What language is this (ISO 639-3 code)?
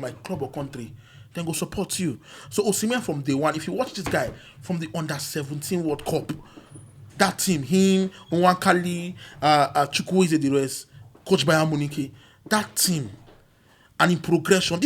pcm